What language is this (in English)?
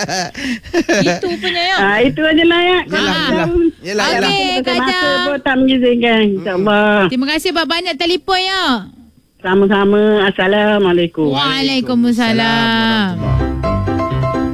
Malay